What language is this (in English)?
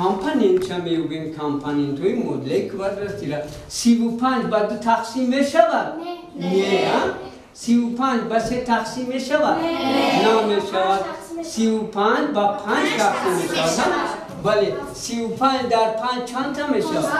Tajik